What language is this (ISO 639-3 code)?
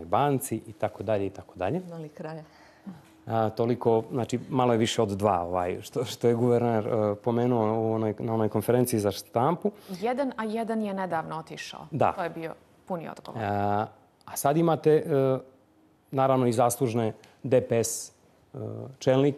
bos